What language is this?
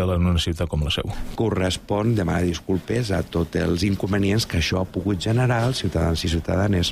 Catalan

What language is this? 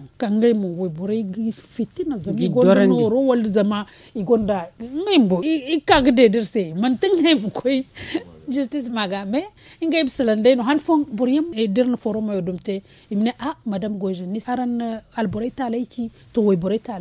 Zarma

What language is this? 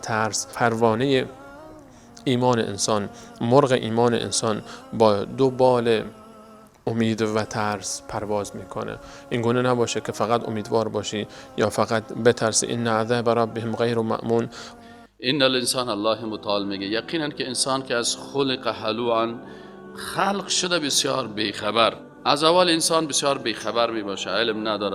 Persian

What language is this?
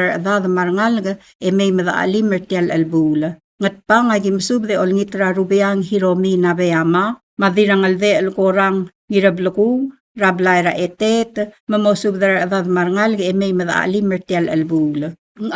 Palauan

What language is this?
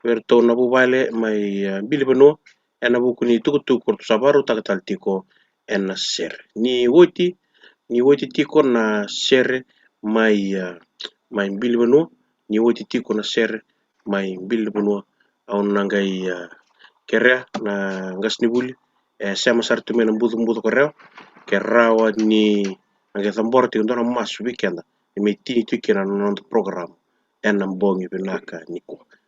Fijian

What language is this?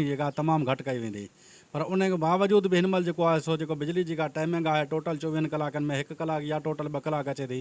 Sindhi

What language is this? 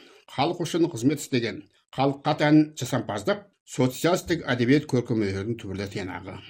Kazakh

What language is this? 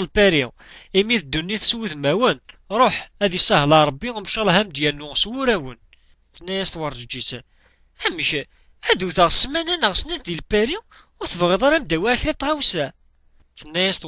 Kabyle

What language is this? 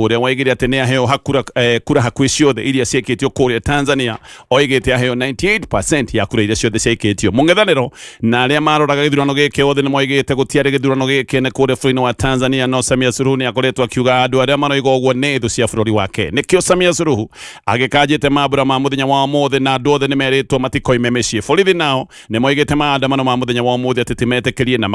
Kikuyu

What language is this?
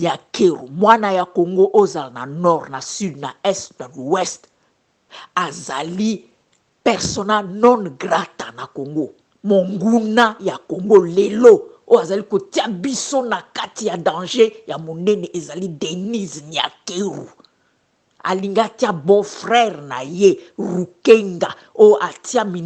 Lingala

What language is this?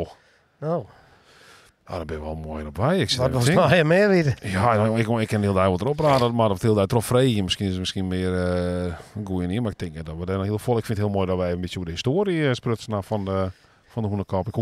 Western Frisian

